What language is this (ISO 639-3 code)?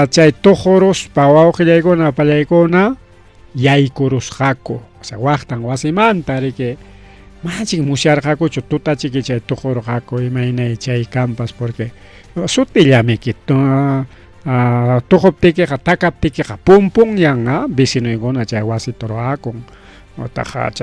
quy